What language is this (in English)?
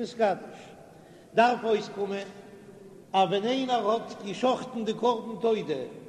Yiddish